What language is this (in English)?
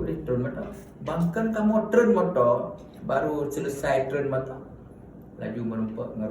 Achinese